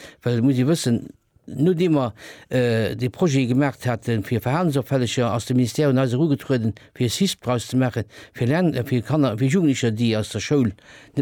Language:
Luxembourgish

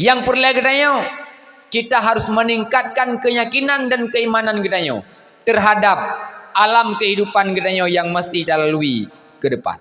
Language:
Achinese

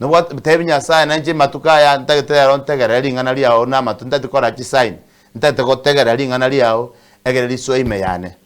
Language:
Gusii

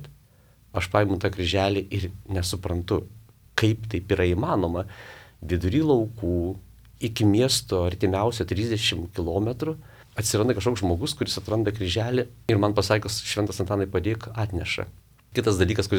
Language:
Lithuanian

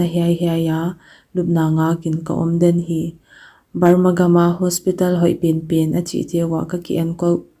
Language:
Paite Chin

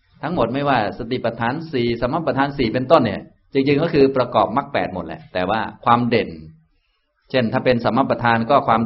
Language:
Thai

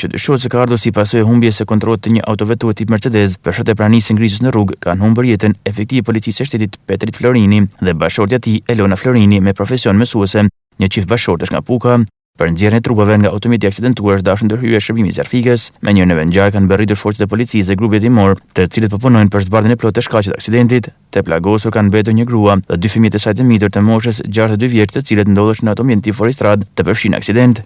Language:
Albanian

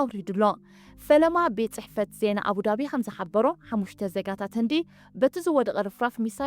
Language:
Tigrinya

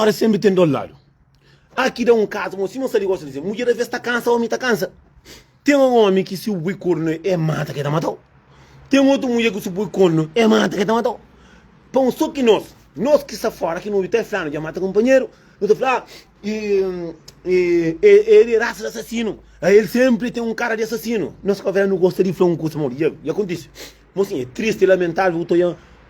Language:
Kabuverdianu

